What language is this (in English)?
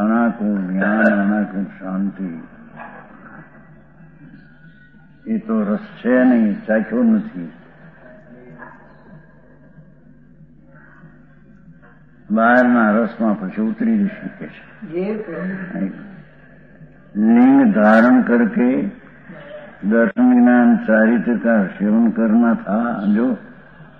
Gujarati